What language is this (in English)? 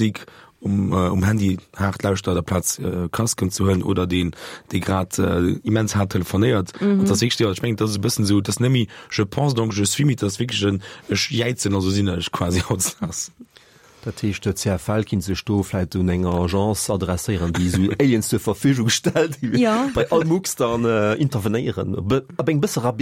Luxembourgish